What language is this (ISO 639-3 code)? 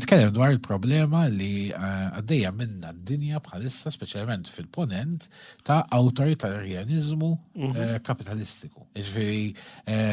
mlt